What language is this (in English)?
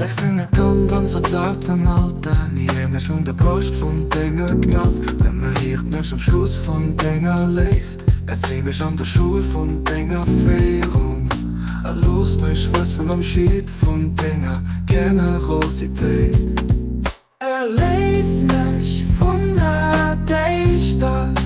Luxembourgish